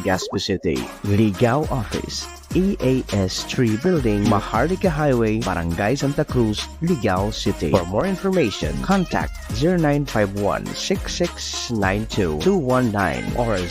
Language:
Bikol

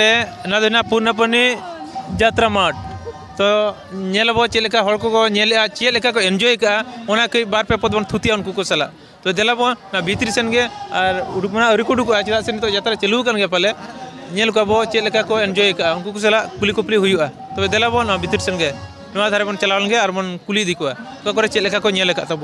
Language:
Santali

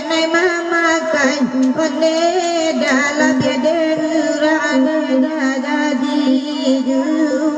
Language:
Minangkabau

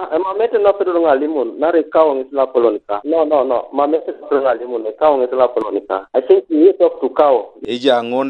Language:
Teso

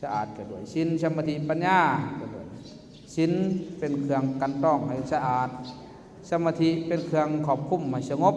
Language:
Lao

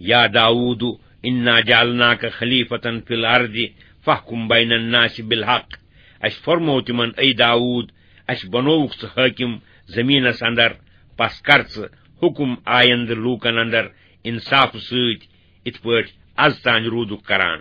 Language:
Kashmiri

